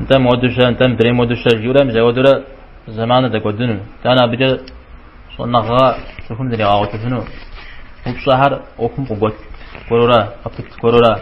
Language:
Kabardian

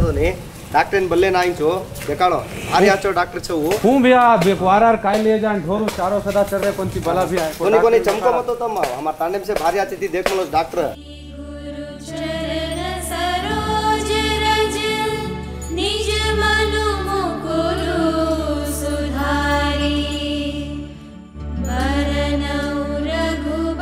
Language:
Lambadi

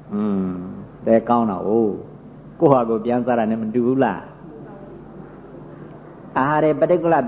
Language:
Burmese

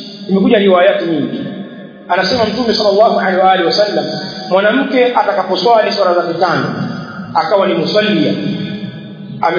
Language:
Swahili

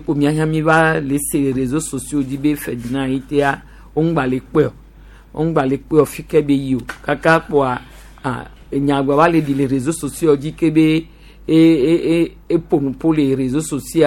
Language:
Gen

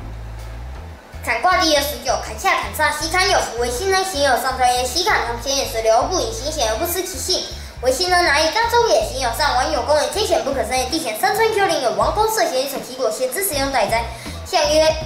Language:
Literary Chinese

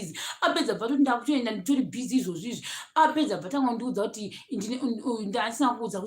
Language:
Shona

